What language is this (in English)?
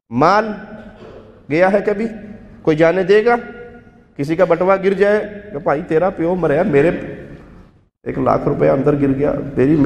Urdu